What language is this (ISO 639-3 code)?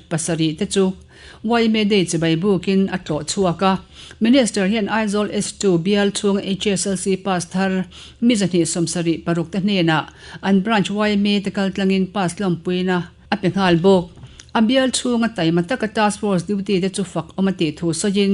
lus